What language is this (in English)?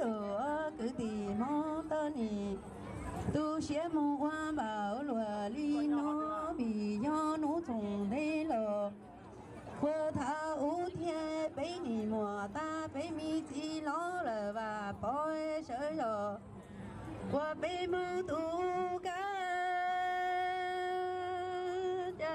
Hmong